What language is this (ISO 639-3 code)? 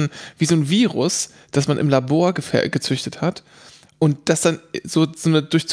deu